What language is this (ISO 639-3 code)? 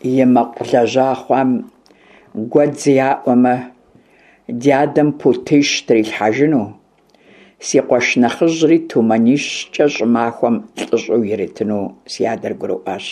kbd